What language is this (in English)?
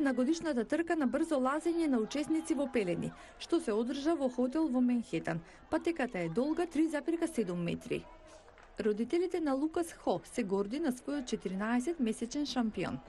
Macedonian